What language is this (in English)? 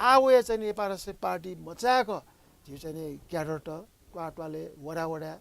Newari